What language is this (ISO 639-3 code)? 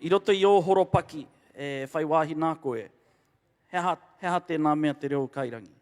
mri